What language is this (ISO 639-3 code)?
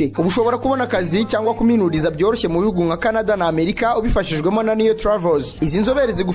kin